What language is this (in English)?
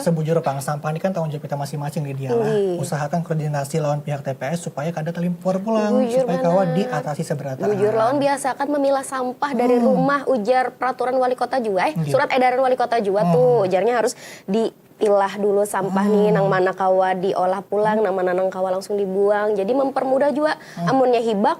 Banjar